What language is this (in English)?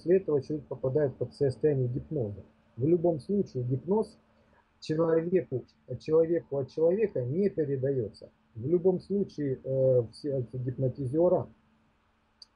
Russian